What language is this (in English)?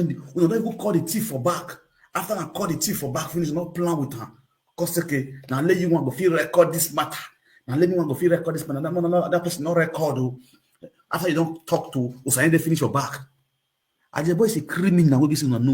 Nigerian Pidgin